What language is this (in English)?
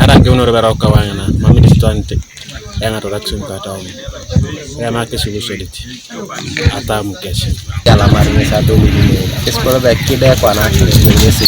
Teso